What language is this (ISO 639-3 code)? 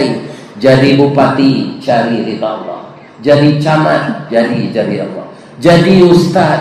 min